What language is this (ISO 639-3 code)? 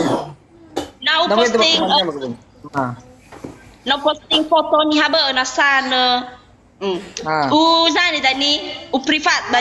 nia